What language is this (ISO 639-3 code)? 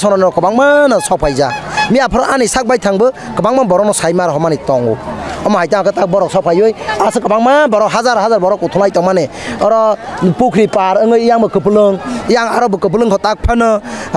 trp